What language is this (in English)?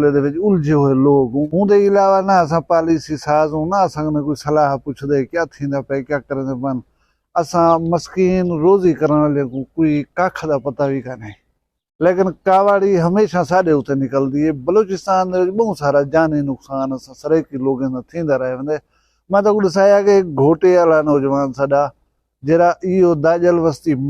Saraiki